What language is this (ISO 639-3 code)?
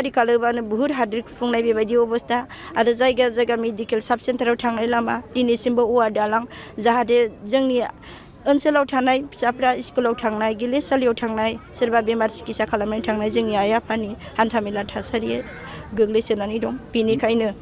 brx